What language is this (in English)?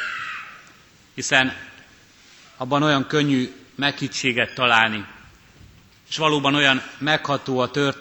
Hungarian